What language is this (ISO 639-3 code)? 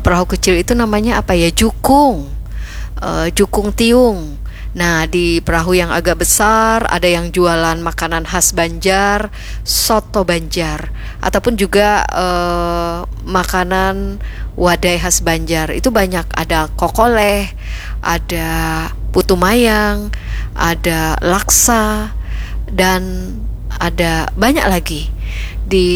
bjn